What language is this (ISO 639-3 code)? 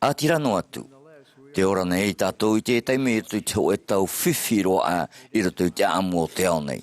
tah